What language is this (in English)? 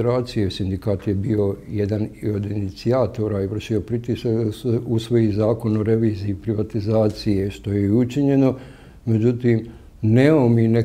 Bosnian